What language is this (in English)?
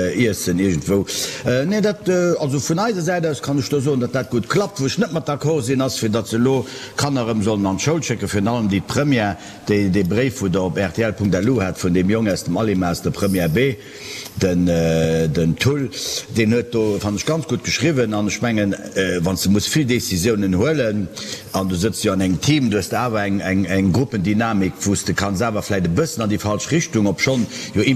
Luxembourgish